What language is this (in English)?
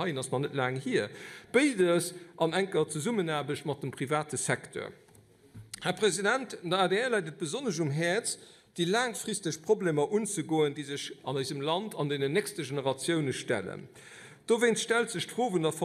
Luxembourgish